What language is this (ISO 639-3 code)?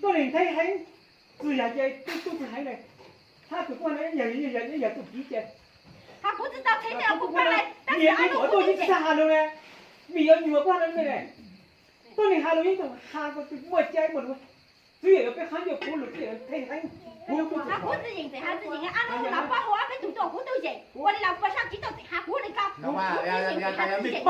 hmn